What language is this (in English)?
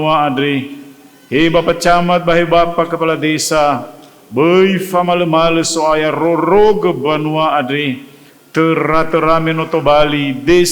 Nias